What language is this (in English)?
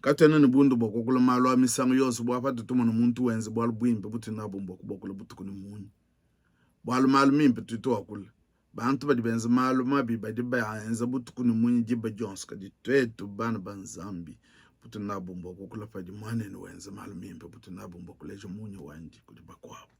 Luba-Lulua